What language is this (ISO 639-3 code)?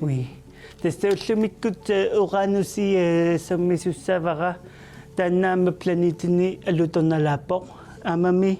kal